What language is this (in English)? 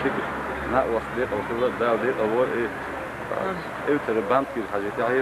Chechen